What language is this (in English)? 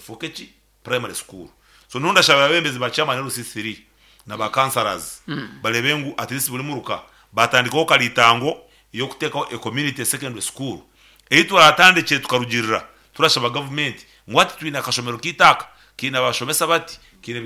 Nyankole